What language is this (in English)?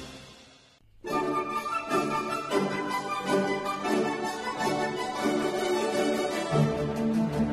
Kazakh